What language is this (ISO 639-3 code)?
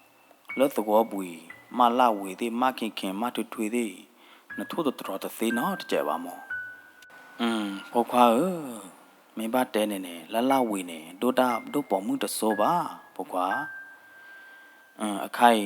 ksw